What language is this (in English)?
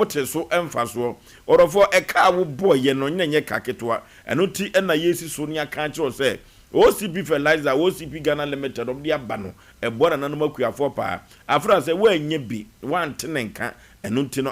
Akan